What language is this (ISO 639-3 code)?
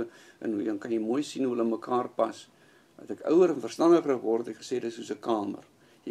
afr